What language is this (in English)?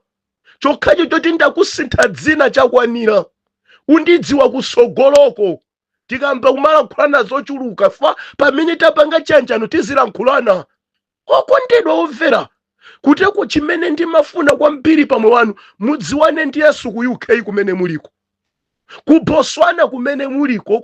Nyanja